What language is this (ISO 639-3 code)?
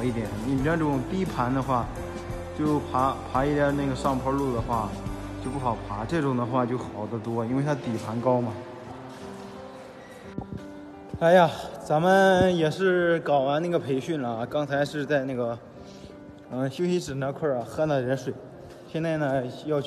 zho